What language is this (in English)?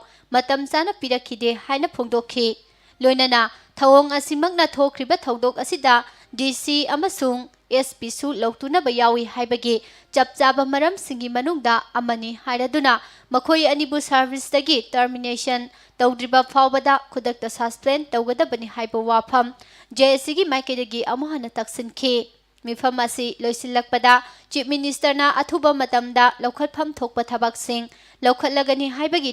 Manipuri